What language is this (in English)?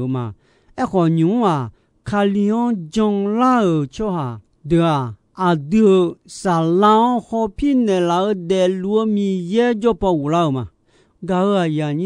Akha